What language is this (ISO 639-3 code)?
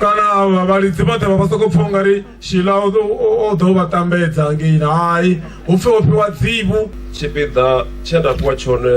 ven